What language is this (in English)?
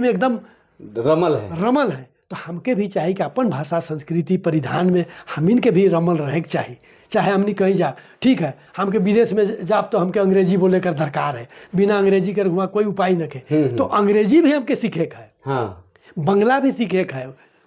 Sadri